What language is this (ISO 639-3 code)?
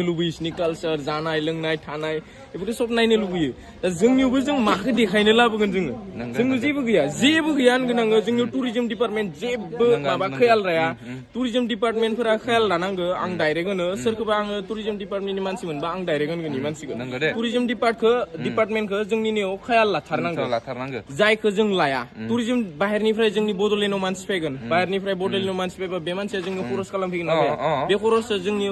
brx